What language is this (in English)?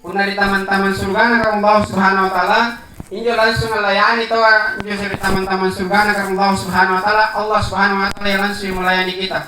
Makasar